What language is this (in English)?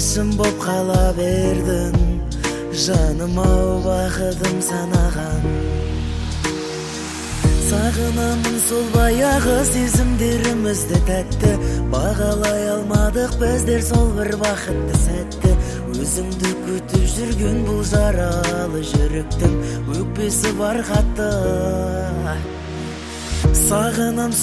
Kazakh